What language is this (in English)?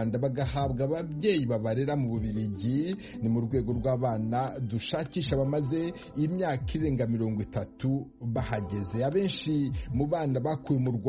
Kinyarwanda